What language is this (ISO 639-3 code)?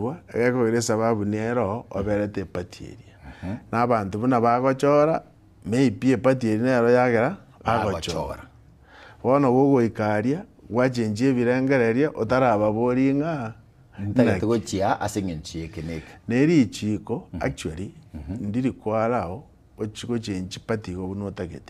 guz